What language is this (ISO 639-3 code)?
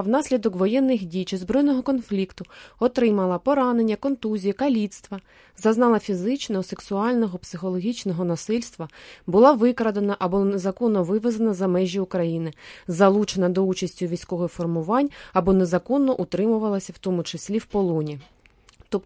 ukr